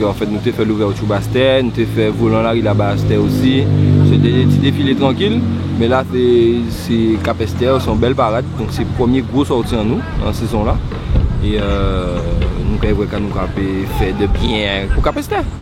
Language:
Guadeloupean Creole French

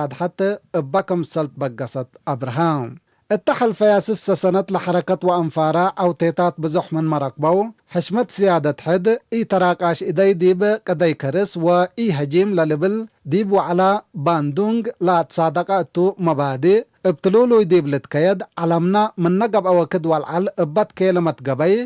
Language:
Tigre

